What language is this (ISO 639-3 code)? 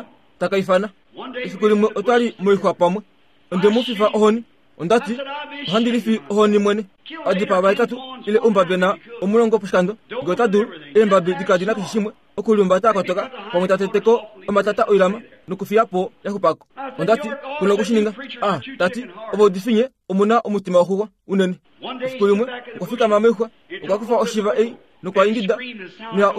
kua